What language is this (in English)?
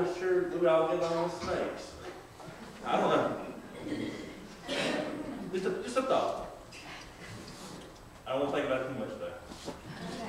English